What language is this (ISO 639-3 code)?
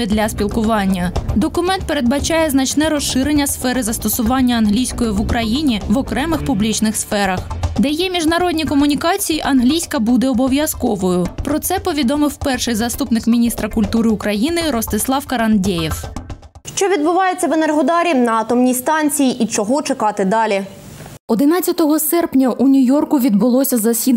ukr